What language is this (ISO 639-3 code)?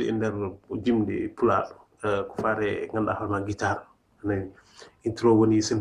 ful